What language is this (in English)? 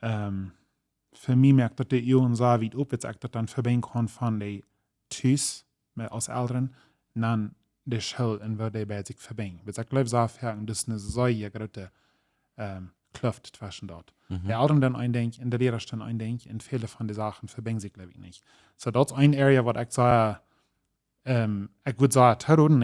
Plautdietsch